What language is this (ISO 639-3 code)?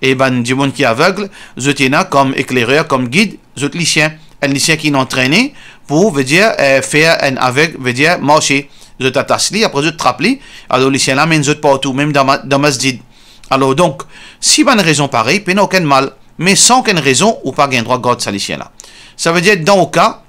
mfe